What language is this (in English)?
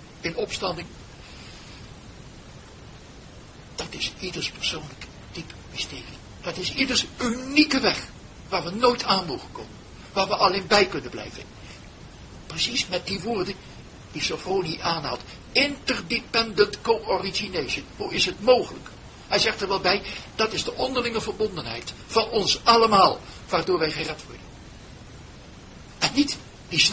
Dutch